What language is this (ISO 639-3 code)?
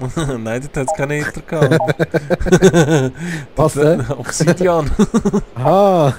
gsw